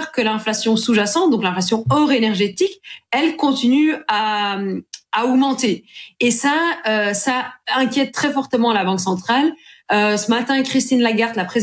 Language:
French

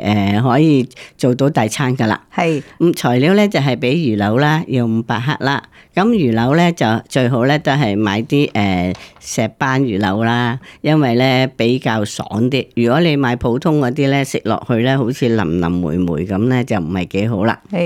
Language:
Cantonese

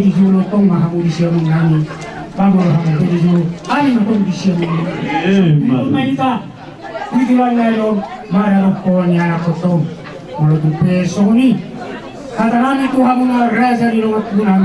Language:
Batak Toba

